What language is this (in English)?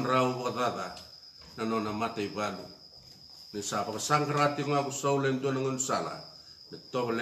Fijian